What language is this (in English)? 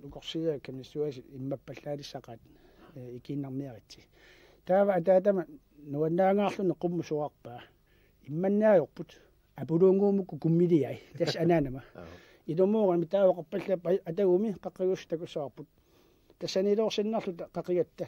Kalaallisut